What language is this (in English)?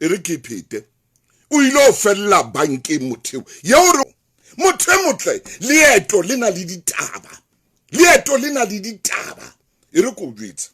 Southern Sotho